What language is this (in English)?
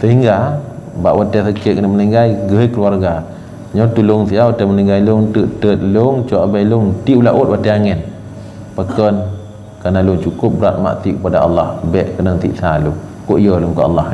Achinese